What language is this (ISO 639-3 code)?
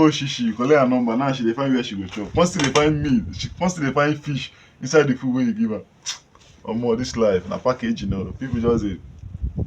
pcm